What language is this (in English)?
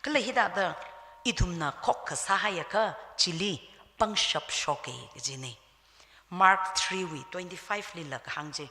Tangkhul Naga (India)